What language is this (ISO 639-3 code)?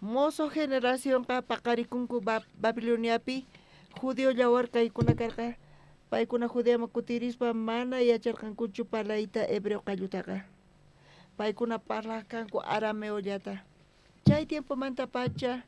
quh